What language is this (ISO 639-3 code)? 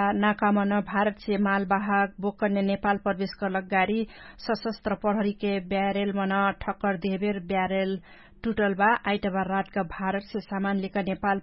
thl